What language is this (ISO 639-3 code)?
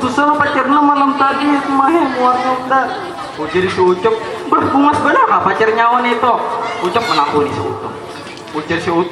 bjn